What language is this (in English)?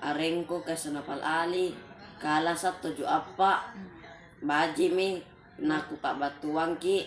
Makasar